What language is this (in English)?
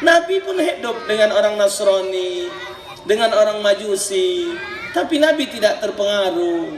Musi